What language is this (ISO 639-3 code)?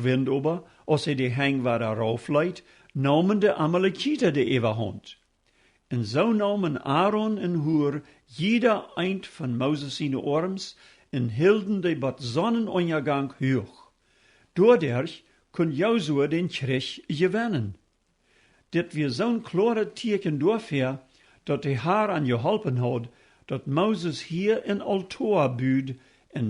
pdt